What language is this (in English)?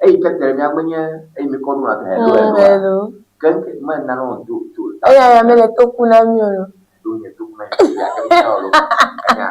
Ewe